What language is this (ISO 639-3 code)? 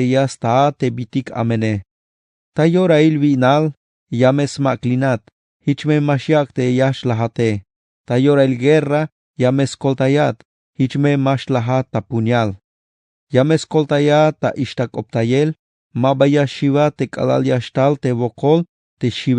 tzh